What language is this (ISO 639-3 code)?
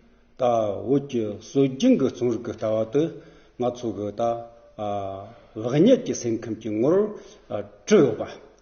adx